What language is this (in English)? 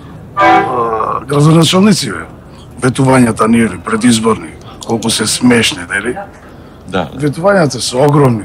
Macedonian